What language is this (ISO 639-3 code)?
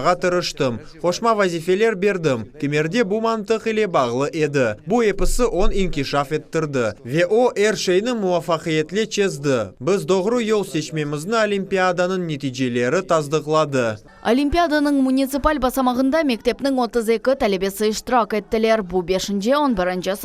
crh